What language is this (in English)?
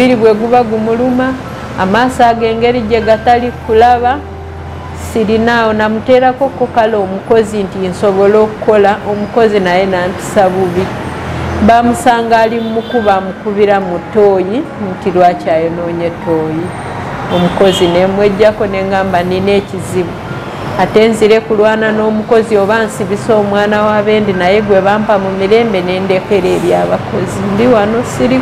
Ganda